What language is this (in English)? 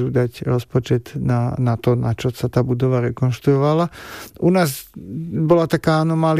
Slovak